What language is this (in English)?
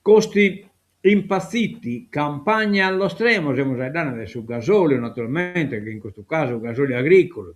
Sardinian